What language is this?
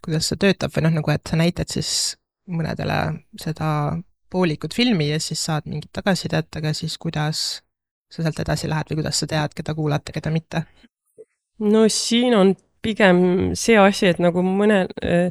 Estonian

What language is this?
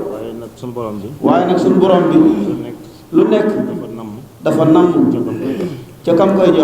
Wolof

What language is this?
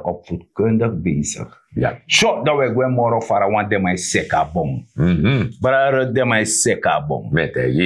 Sranan Tongo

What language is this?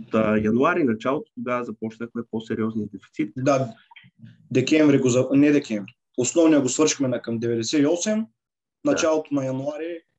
Bulgarian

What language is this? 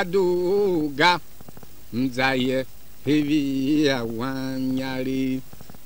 Tiv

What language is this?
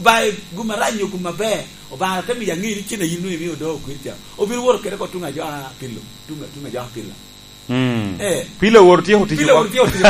Lango (Uganda)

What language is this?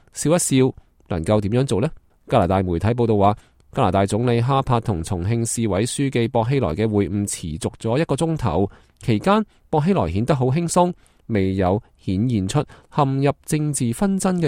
Cantonese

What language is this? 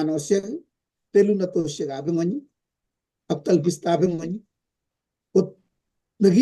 Kalenjin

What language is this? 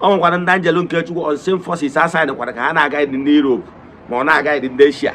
Igbo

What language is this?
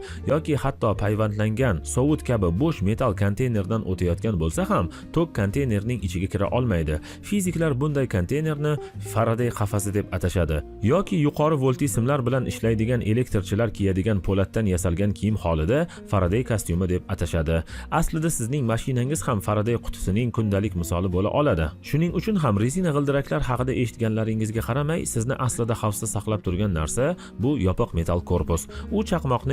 Uzbek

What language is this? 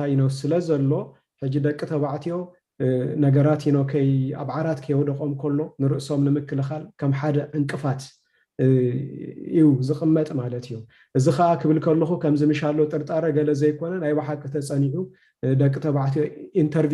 Tigrinya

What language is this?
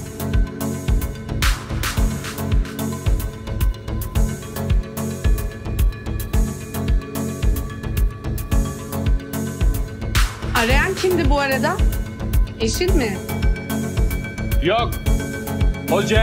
Turkish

